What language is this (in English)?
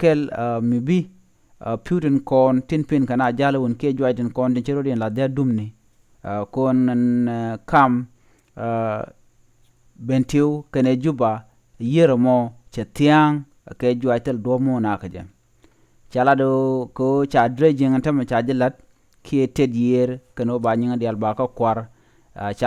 Nuer